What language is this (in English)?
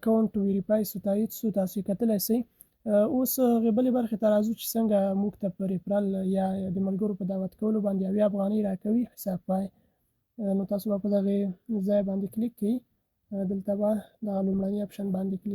Pashto